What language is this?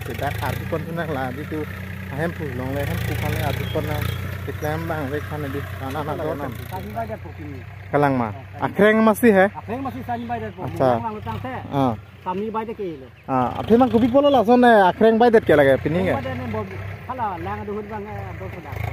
Karbi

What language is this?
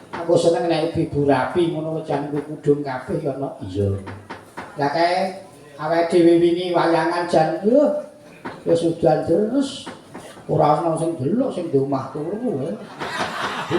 Javanese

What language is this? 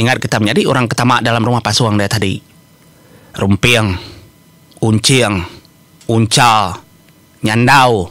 Iban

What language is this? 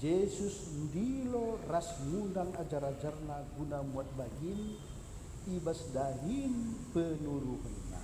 Batak Karo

